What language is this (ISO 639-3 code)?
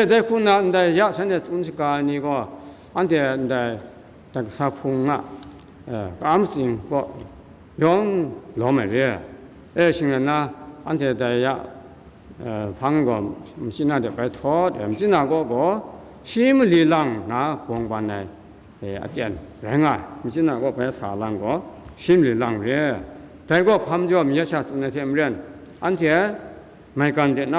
kac